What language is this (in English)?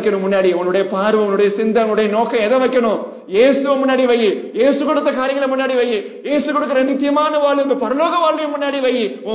Tamil